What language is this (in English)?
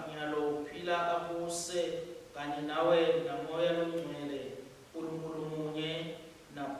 Swati